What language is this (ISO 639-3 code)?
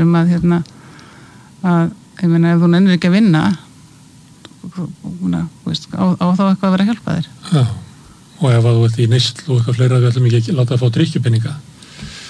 isl